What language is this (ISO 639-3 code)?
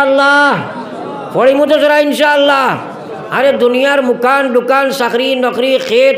syl